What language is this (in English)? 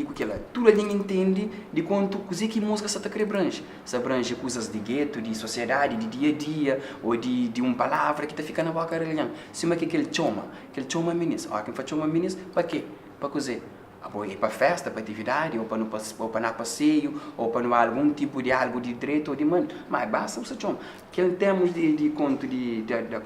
Kabuverdianu